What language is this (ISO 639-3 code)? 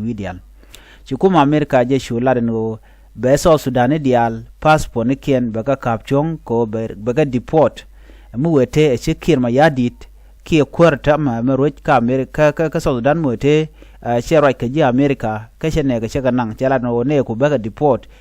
nus